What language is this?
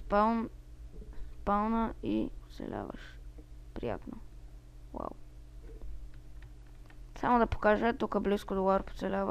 Bulgarian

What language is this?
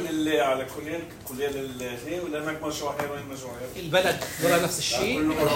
North Levantine Arabic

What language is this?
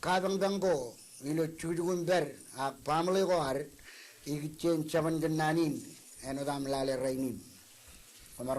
Marshallese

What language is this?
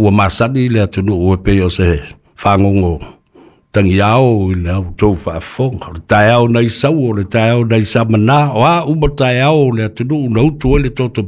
Samoan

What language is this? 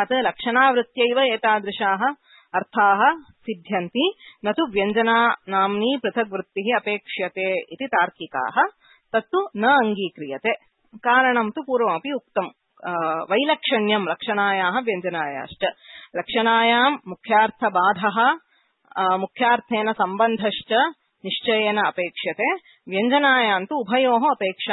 Sanskrit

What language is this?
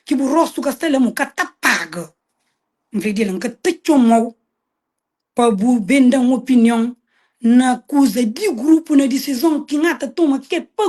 Kabuverdianu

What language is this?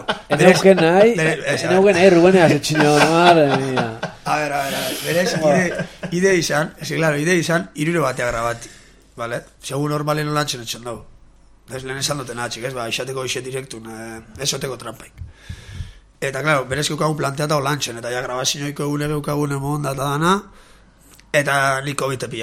Basque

